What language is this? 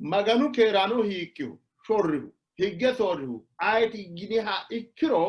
Sidamo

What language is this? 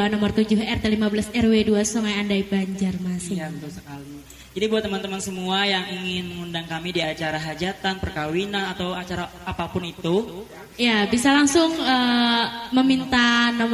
Banjar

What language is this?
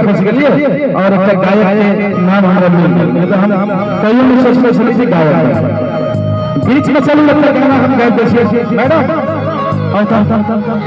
Maithili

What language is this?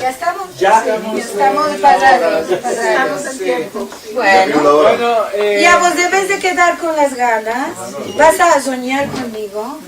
Ladino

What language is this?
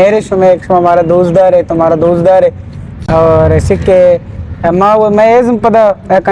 Eastern Balochi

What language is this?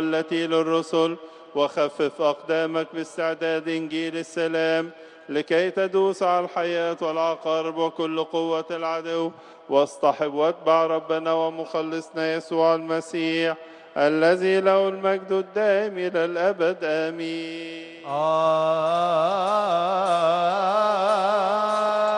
Arabic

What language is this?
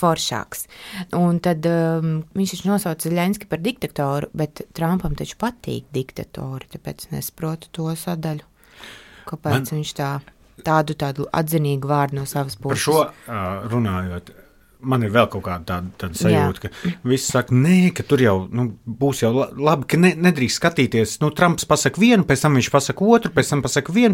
Latvian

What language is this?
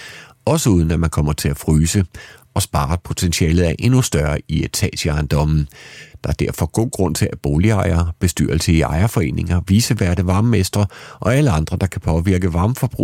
Danish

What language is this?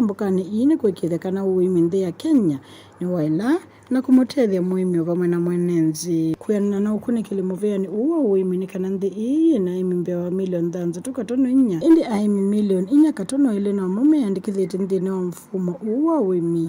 Kamba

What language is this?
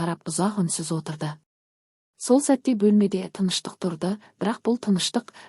Kazakh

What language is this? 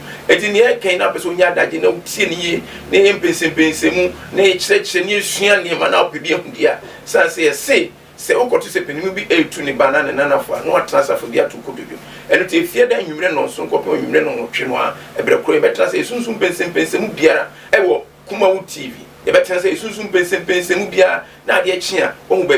Akan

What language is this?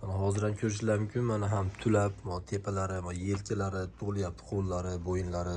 Uzbek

